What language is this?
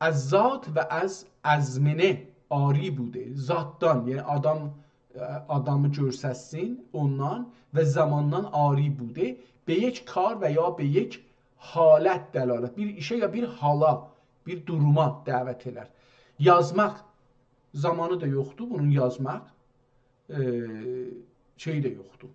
South Azerbaijani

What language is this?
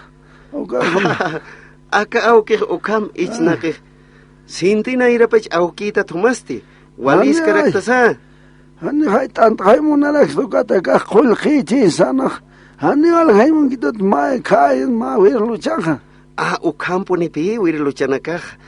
Aymara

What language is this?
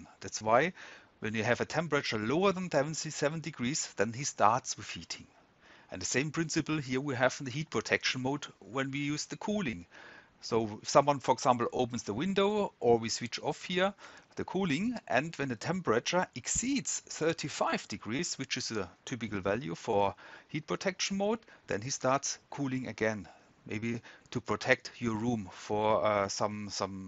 English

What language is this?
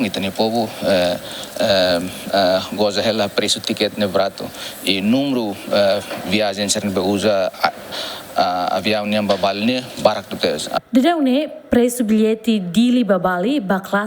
Tetum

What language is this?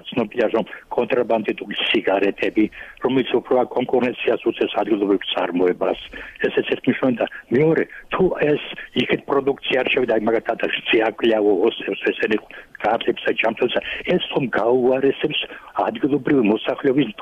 Georgian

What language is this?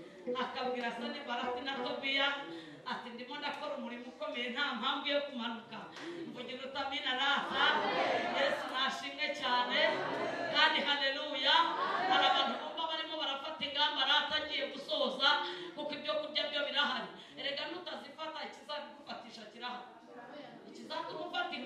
Kinyarwanda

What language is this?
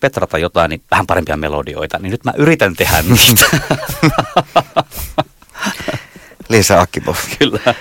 Finnish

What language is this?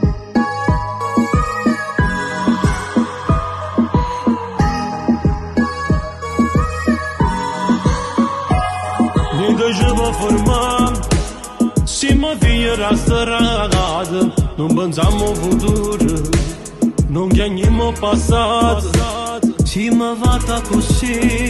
Italian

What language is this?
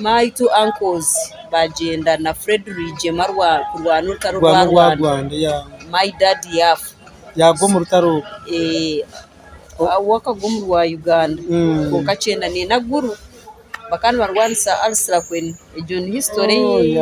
Nyankole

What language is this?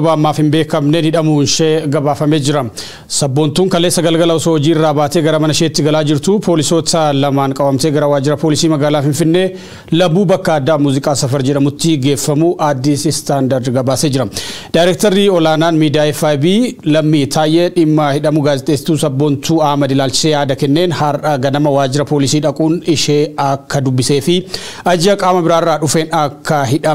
Oromo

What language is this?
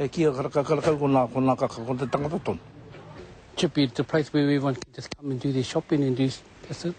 Māori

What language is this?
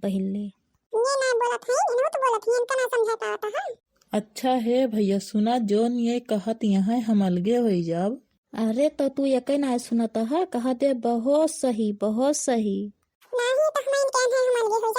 Awadhi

